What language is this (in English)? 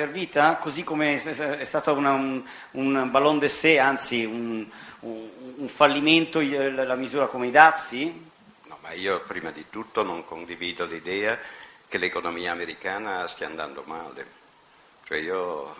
Italian